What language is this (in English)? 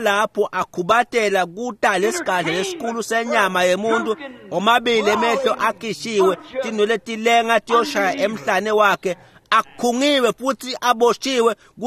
Swati